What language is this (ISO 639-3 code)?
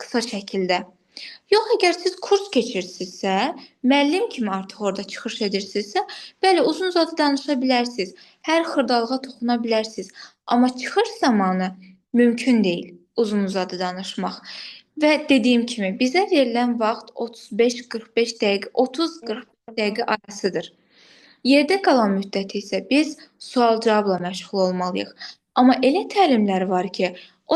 aze